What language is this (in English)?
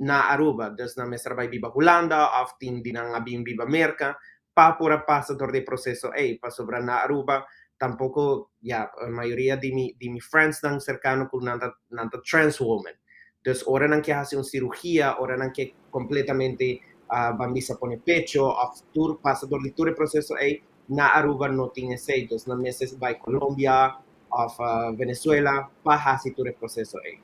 Papiamento